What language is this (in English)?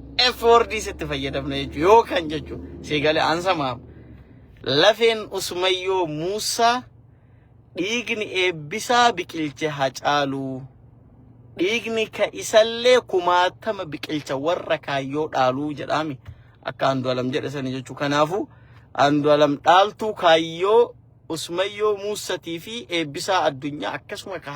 Oromo